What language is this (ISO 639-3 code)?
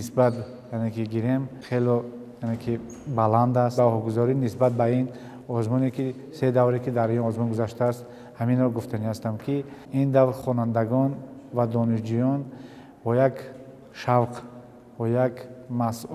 tgk